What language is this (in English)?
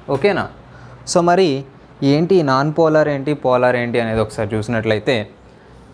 Telugu